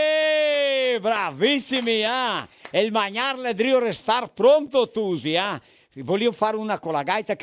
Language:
Venetian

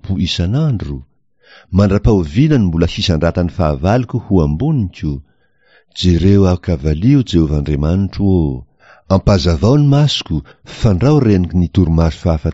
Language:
Malagasy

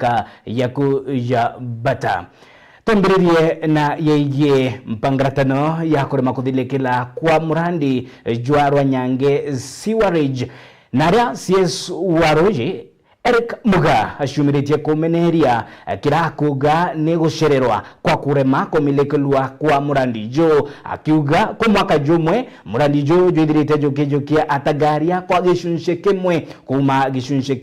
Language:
Meru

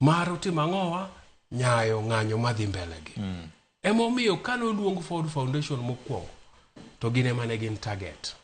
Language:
Luo (Kenya and Tanzania)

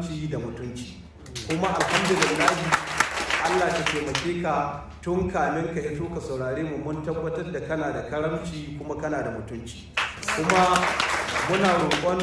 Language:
Hausa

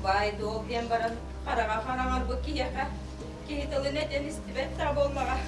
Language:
Yakut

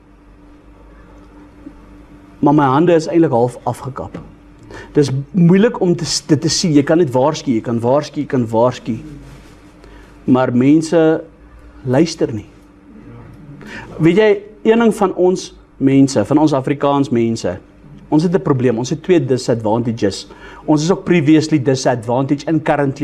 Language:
Afrikaans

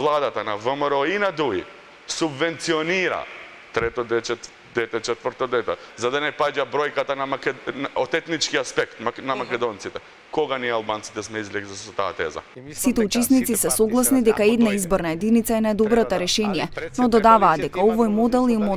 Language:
Macedonian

